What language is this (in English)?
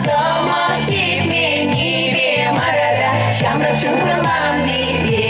Chuvash